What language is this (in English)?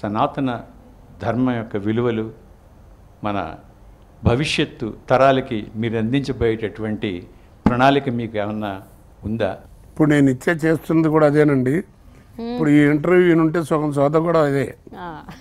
Telugu